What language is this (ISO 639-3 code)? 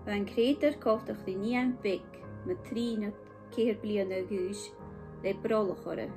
gla